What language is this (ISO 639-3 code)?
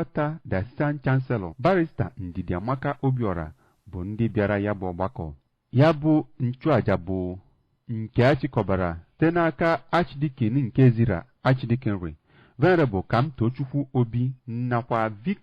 ibo